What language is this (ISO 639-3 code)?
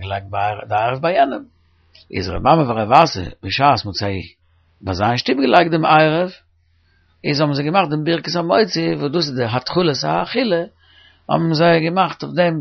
yid